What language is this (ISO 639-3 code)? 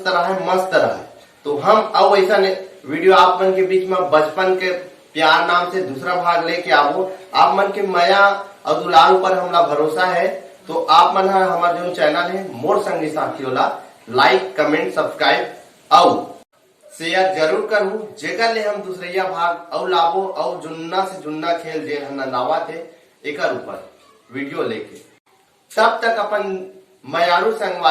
hne